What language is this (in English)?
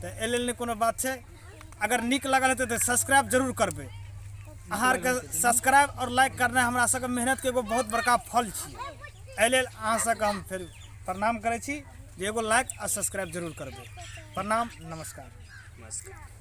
Maithili